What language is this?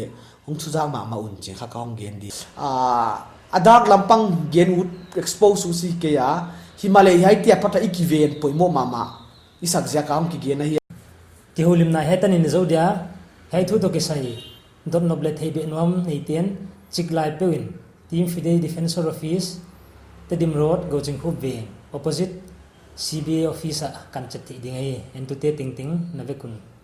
Paite Chin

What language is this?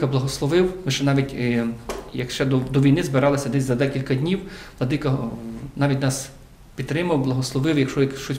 Ukrainian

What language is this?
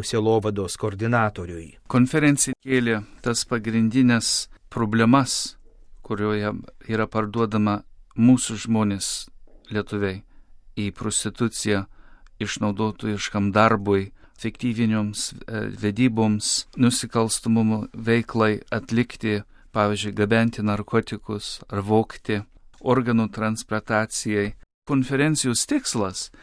Lithuanian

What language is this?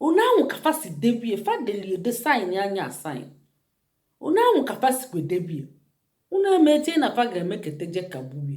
Igbo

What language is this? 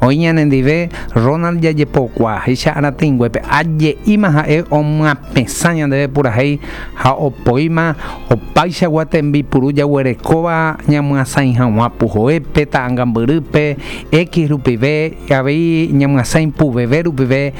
Guarani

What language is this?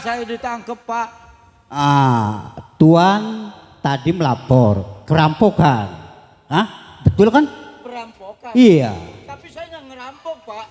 Betawi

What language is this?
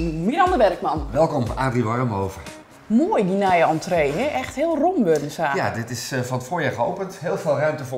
Western Frisian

